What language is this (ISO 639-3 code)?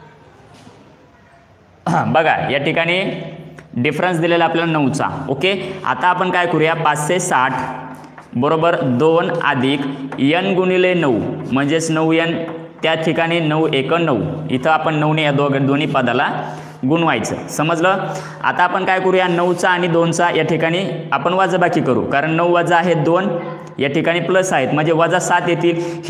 mar